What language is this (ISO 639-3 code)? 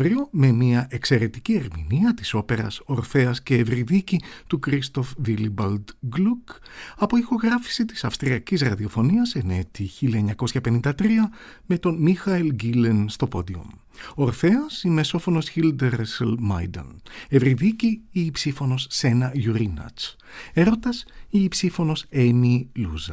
ell